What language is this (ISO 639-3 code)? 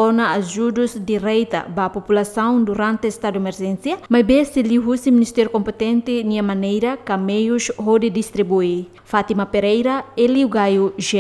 tet